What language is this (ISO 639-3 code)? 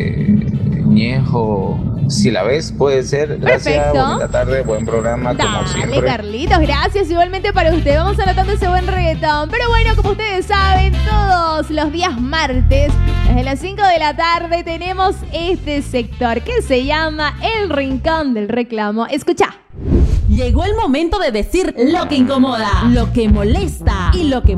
spa